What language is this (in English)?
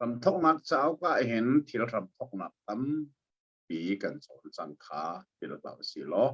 Hakha Chin